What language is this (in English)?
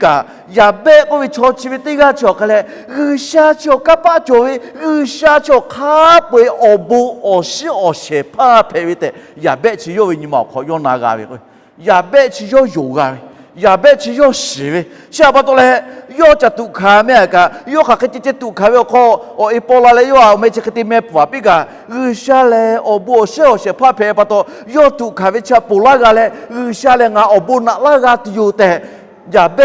Lahu